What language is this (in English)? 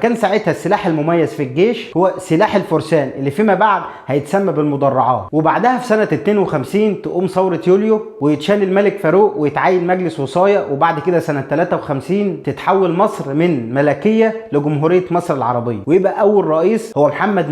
Egyptian Arabic